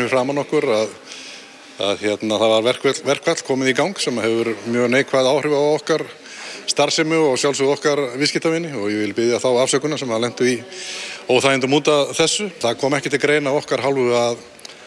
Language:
Icelandic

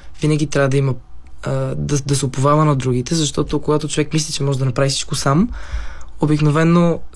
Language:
Bulgarian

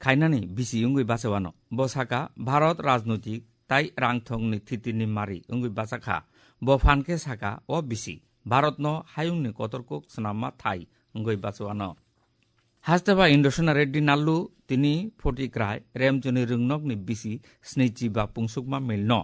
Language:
Kok Borok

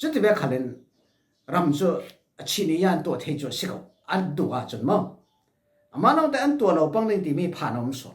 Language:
Falam Chin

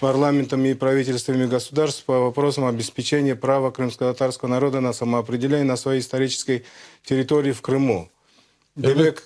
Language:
Crimean Tatar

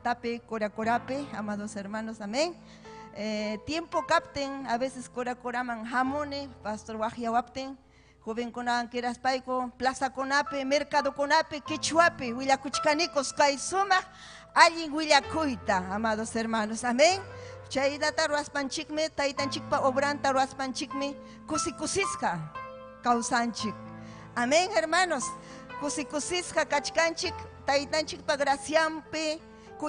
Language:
Ayacucho Quechua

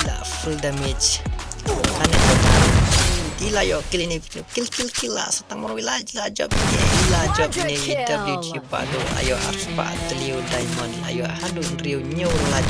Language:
Khasi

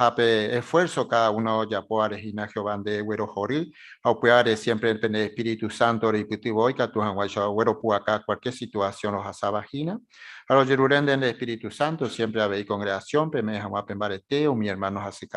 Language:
Guarani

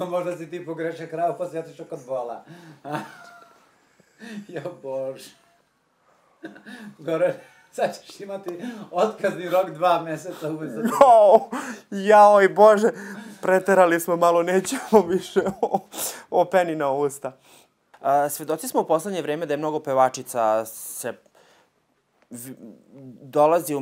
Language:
Serbian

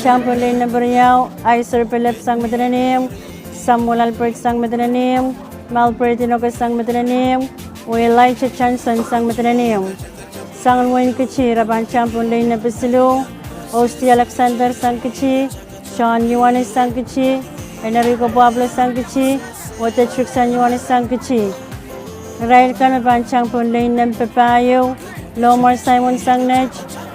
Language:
Pohnpeian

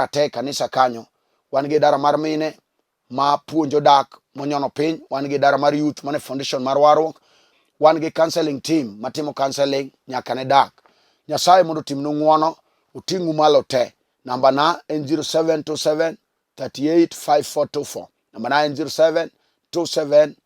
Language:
Luo (Kenya and Tanzania)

